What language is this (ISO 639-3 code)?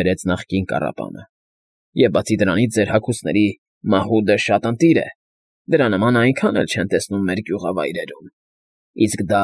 hye